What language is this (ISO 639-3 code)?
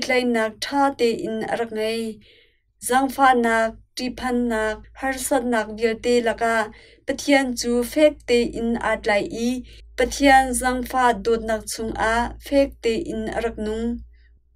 cnh